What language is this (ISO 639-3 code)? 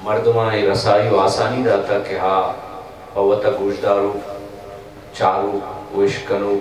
brh